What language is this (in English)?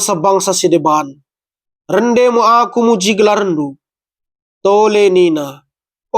Batak Karo